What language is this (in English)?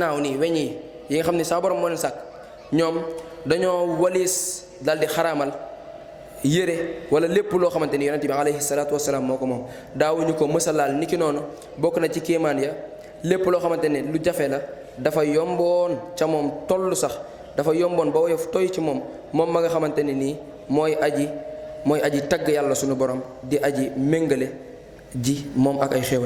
Wolof